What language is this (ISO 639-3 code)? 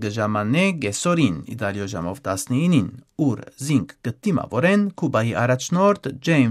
hyw